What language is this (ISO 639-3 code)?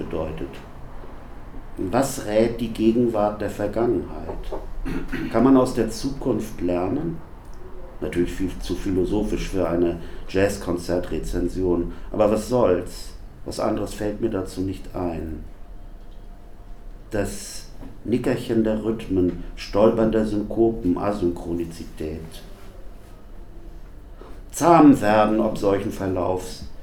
deu